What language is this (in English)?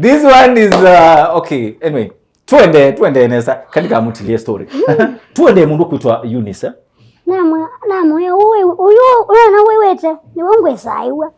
Kamba